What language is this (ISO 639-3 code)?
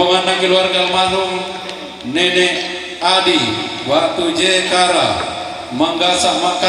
sda